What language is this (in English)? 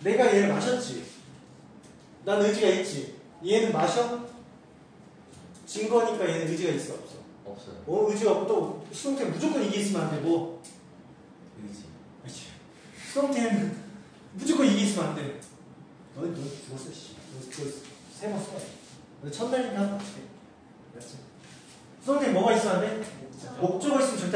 Korean